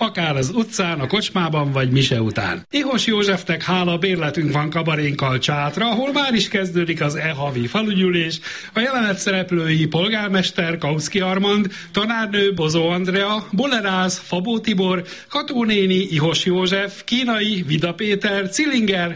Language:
Hungarian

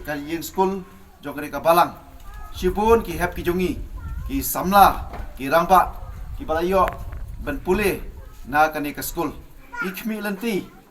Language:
Khasi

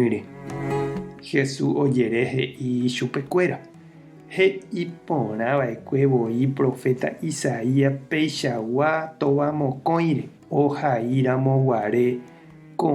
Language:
Guarani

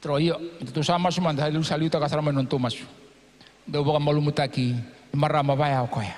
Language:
Fijian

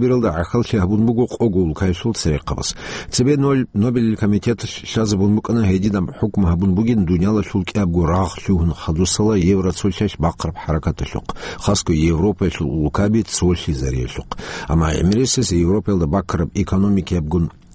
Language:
Avaric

